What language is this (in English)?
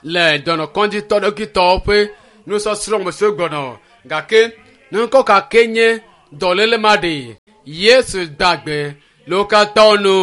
Ewe